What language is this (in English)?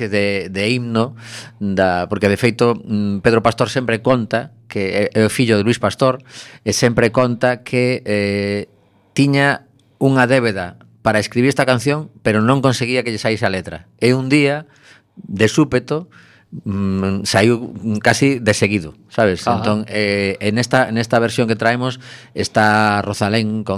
Galician